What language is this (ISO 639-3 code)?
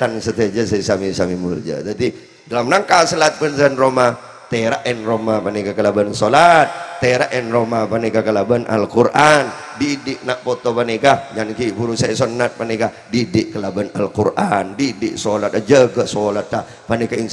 mad